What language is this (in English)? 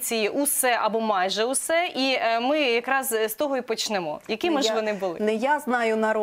Ukrainian